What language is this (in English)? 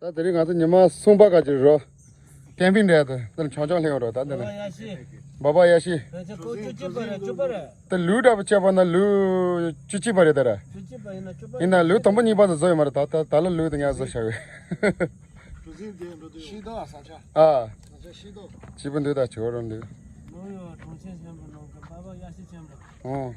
Tibetan